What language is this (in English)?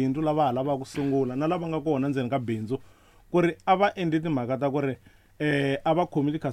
Tsonga